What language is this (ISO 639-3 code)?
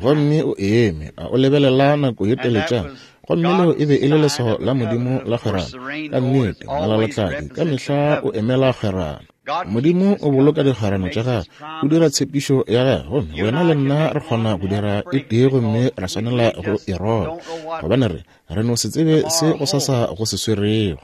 nso